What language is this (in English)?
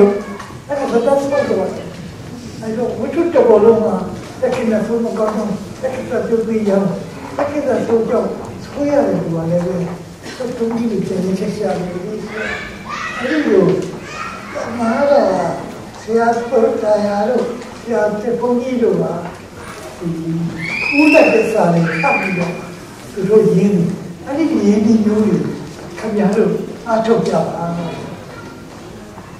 Burmese